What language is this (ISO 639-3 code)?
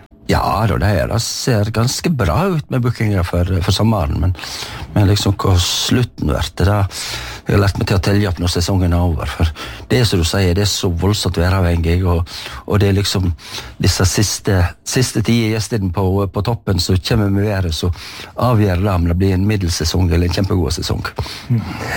nor